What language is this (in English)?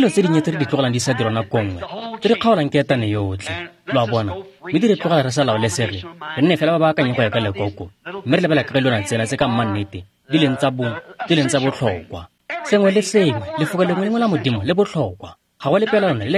Tswana